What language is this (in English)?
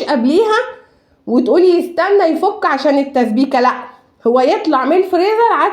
Egyptian Arabic